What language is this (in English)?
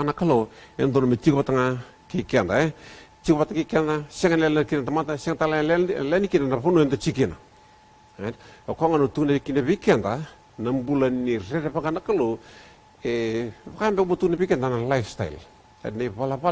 Fijian